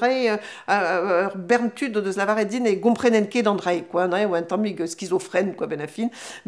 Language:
Breton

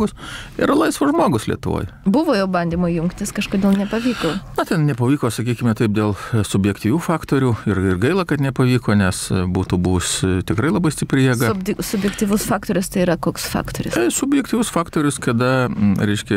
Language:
Lithuanian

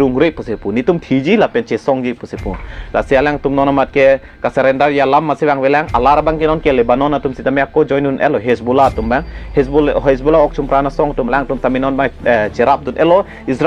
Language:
Karbi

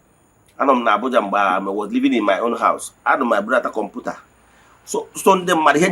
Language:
Igbo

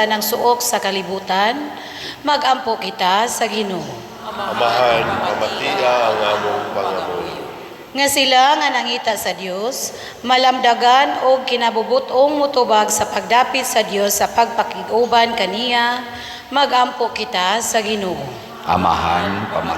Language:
Cebuano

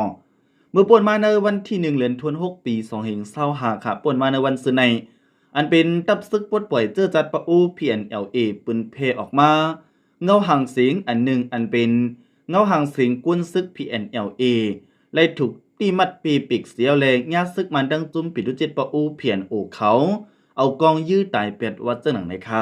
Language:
Shan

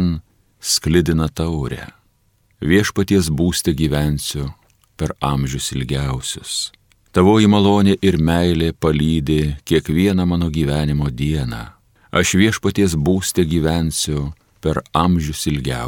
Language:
Lithuanian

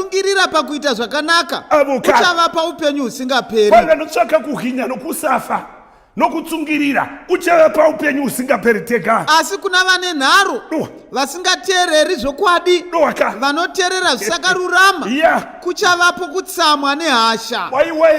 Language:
Shona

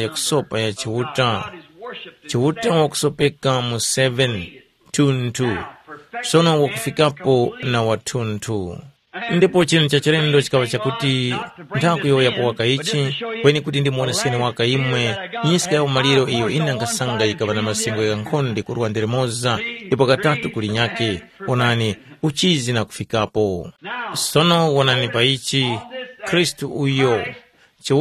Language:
Tumbuka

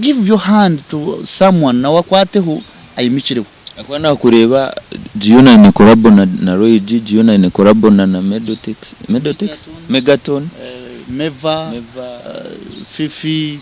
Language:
Nyankole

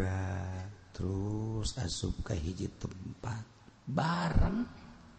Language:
Sundanese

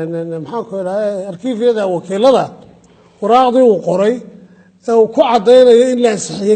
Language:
Somali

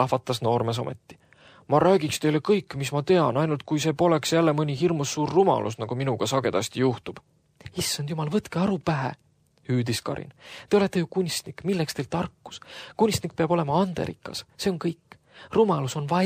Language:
Estonian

